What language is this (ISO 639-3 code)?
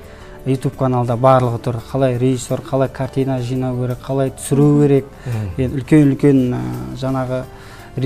kaz